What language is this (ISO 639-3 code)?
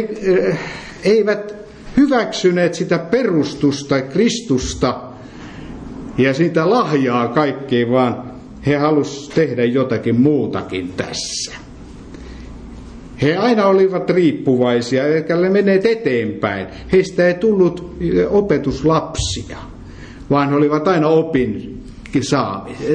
fin